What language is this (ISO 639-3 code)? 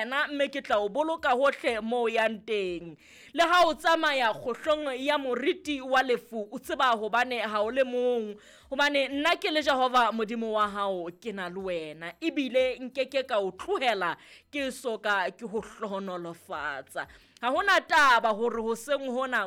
sot